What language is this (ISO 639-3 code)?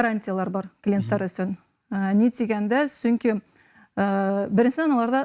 bak